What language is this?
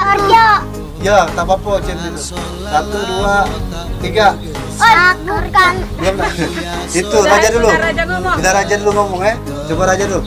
Musi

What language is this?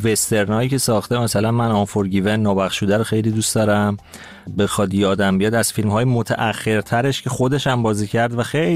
Persian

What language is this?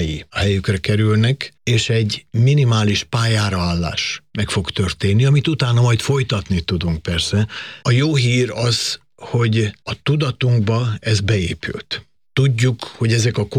Hungarian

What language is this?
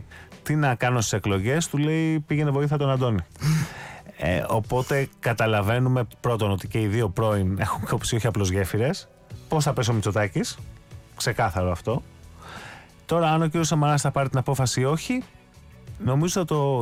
Greek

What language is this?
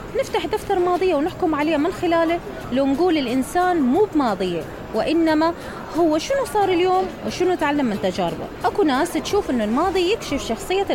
Mesopotamian Arabic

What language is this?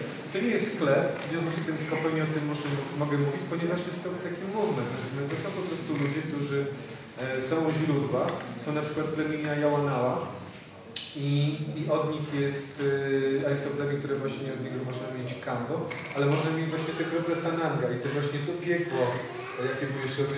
Polish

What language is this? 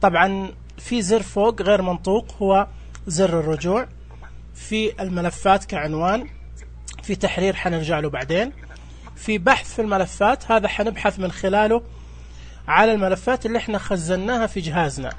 Najdi Arabic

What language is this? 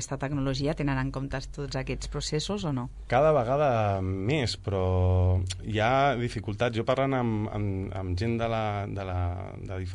Catalan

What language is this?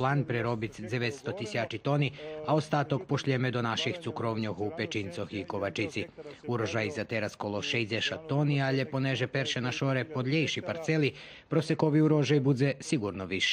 Rusyn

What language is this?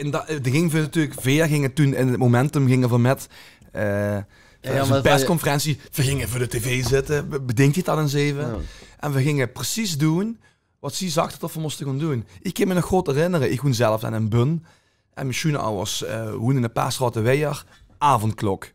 Limburgish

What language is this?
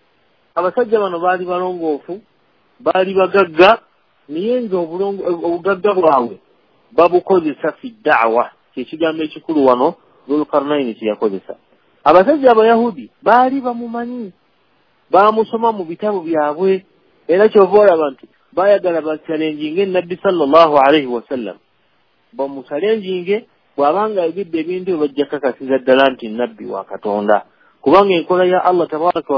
Ganda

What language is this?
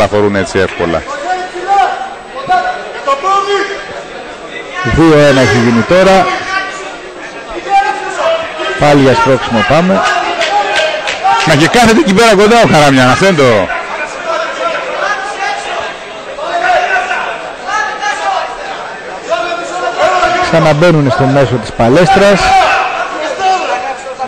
Greek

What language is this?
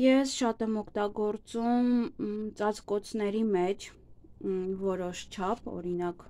Armenian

